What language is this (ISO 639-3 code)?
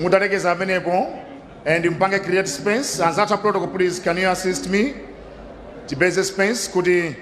nya